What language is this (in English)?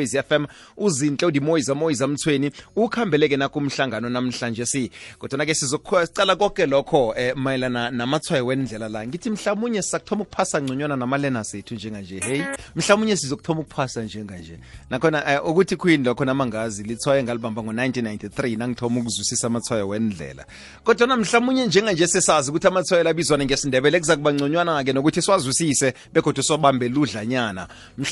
South Ndebele